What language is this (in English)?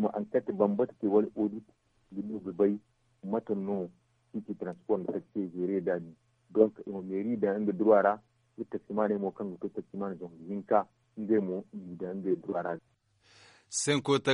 Zarma